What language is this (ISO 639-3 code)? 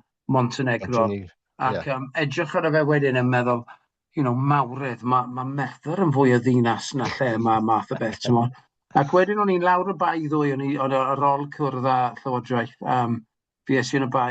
cym